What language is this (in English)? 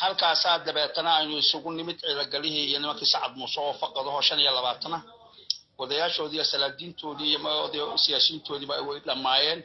Somali